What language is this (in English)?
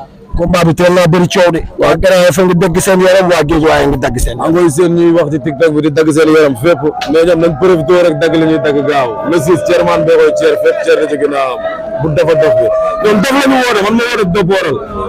Wolof